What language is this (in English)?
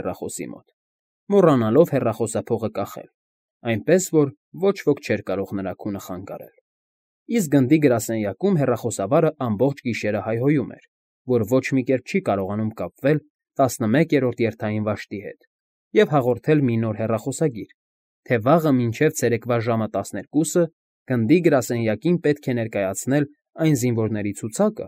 Armenian